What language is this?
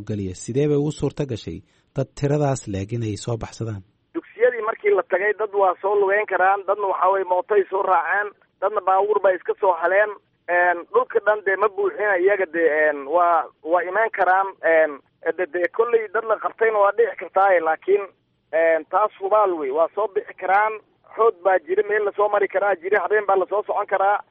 Somali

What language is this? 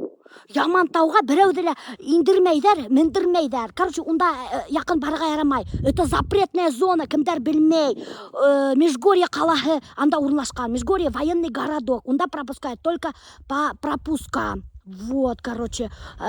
Bashkir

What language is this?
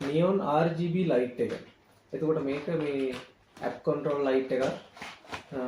Sinhala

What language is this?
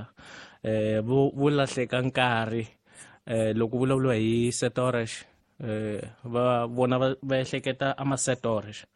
Tsonga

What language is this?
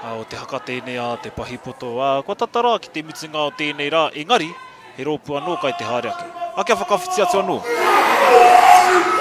Māori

